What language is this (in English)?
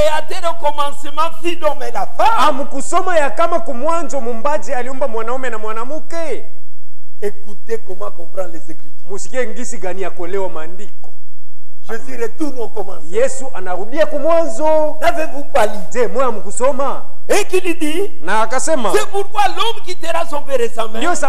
Swahili